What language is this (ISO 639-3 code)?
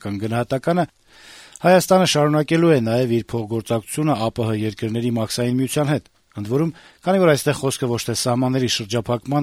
hye